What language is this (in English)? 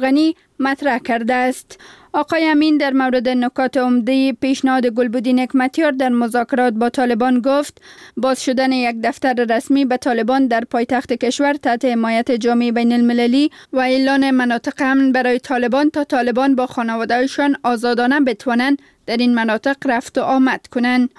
Persian